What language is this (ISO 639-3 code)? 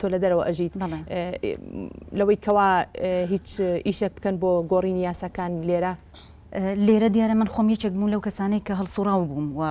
ckb